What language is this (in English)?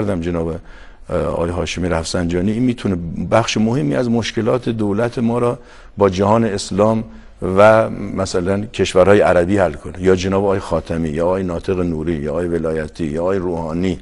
Persian